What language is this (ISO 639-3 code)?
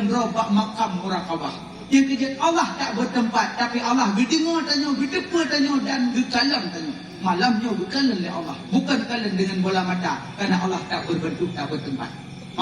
ace